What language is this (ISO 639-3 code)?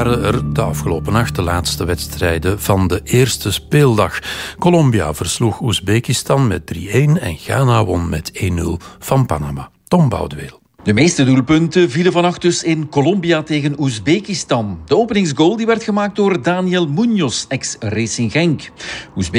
nld